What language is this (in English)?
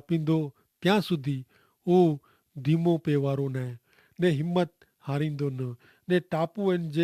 Kachhi